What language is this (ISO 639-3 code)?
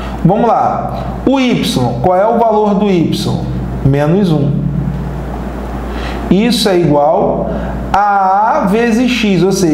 por